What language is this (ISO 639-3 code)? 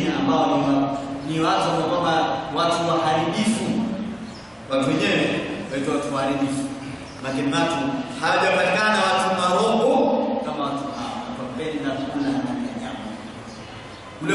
swa